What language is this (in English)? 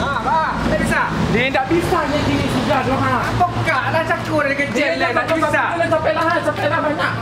Minangkabau